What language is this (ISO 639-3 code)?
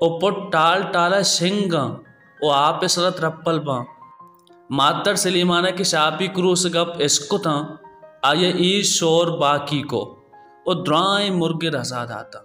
bal